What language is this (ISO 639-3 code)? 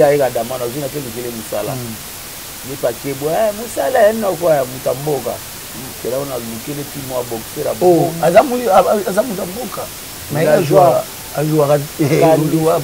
lin